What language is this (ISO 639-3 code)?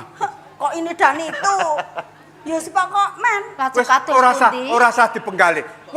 jav